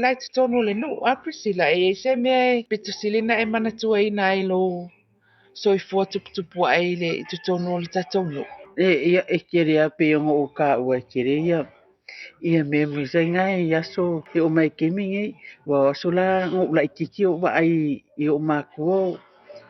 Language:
Samoan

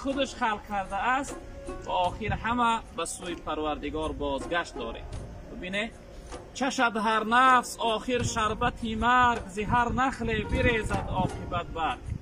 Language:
Tajik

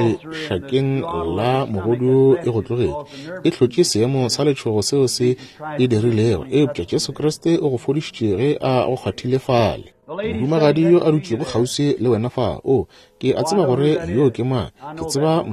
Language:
Northern Sotho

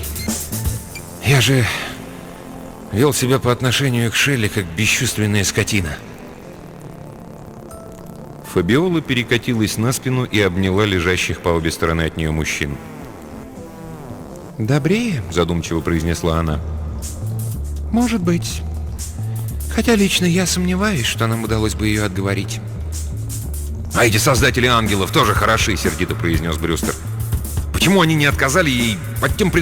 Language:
Russian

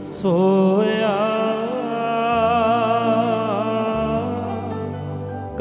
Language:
Punjabi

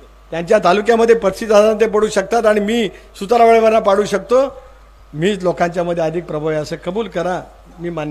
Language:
Marathi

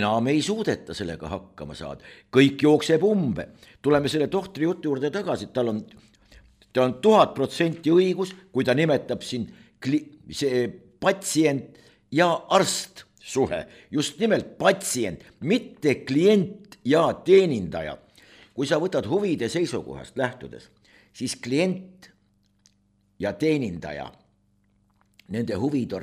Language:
Estonian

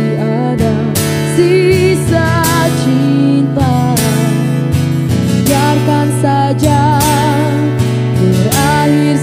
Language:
Indonesian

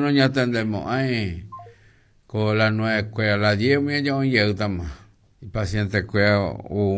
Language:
Guarani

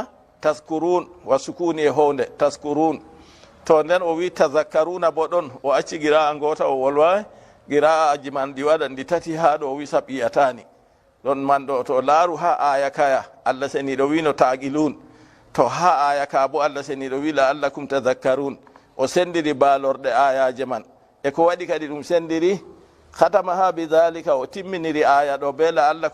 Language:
Fula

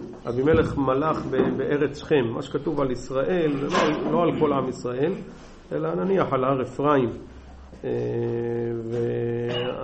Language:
Hebrew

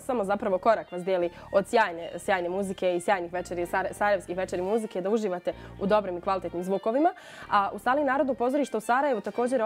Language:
Bosnian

